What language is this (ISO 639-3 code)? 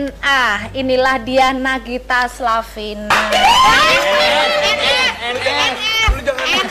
ind